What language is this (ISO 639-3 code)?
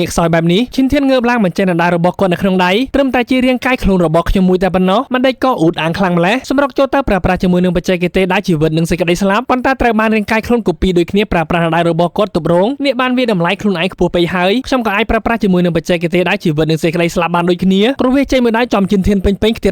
khm